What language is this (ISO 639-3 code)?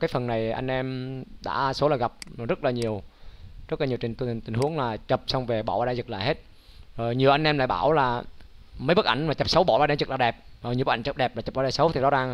vie